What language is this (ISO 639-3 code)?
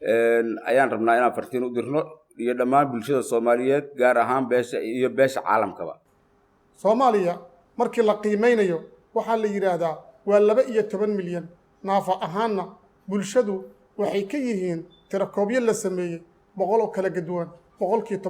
som